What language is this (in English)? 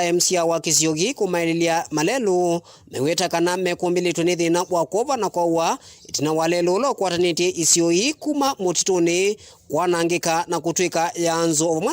Kamba